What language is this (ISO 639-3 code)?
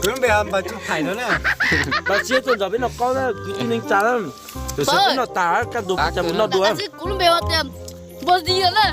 hmn